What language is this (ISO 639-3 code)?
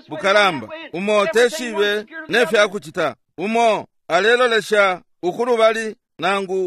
bem